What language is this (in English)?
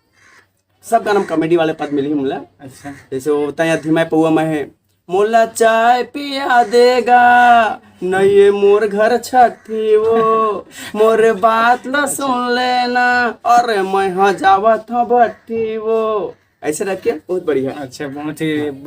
Chhattisgarhi